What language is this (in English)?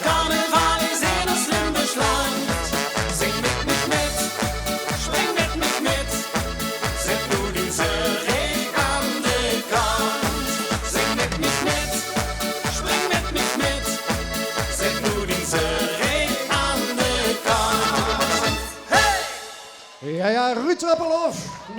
Limburgish